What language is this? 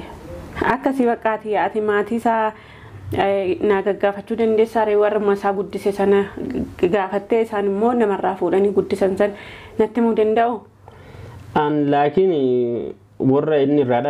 Oromo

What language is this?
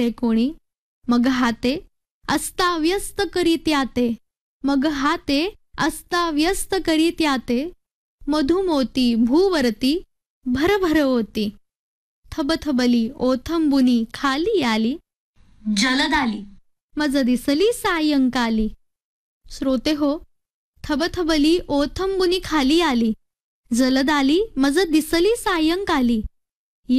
Marathi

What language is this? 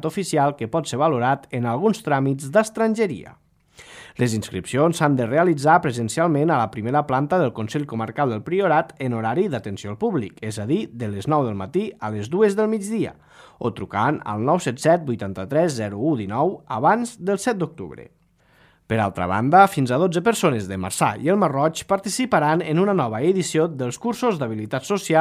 Catalan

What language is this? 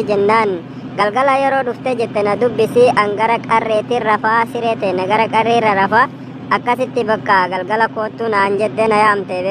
Oromo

